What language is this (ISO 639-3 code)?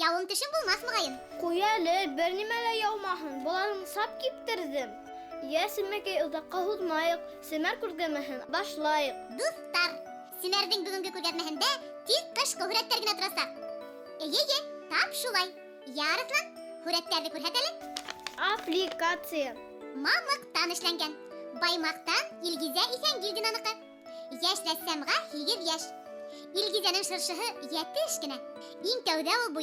bak